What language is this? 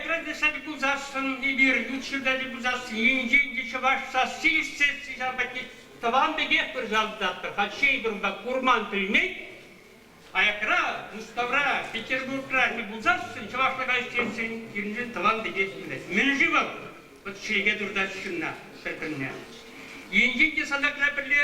Chuvash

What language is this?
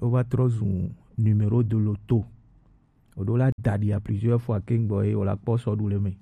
Gen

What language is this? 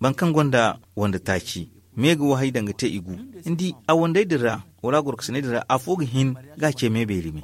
Zarma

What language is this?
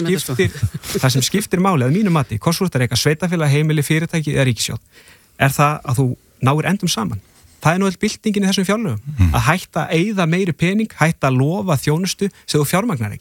Icelandic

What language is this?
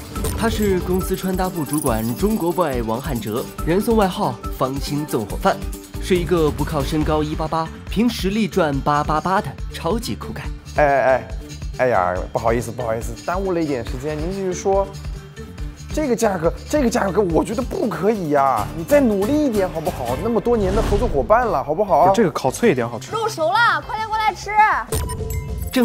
Chinese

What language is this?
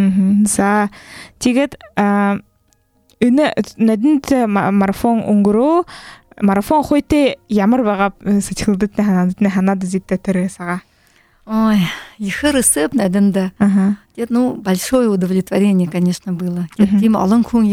Buriat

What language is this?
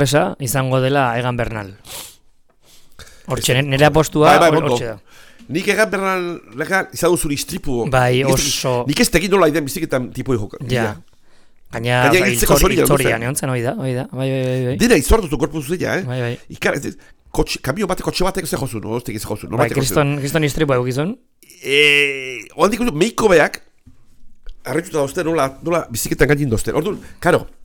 Basque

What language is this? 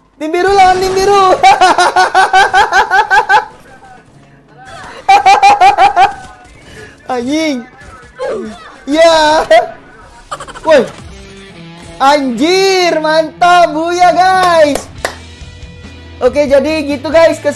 Indonesian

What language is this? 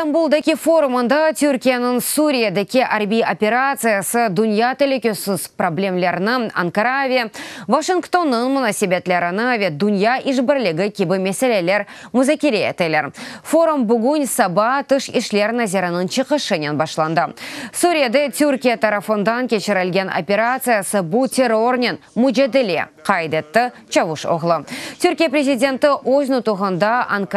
Crimean Tatar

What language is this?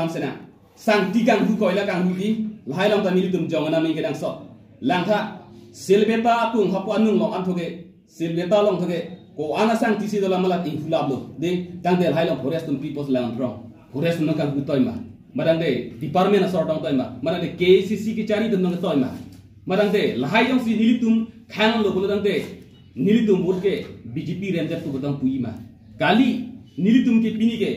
Karbi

